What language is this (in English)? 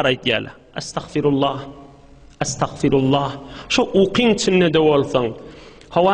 Turkmen